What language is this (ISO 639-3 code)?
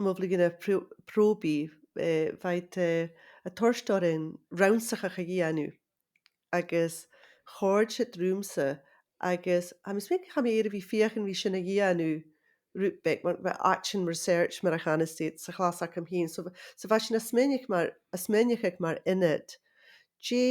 gla